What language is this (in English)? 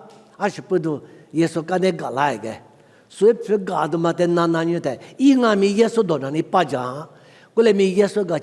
Lisu